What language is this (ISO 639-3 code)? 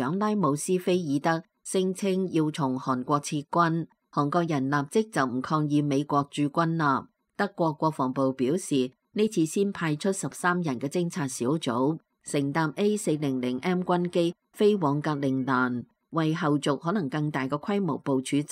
yue